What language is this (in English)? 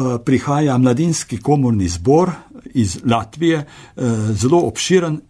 Slovenian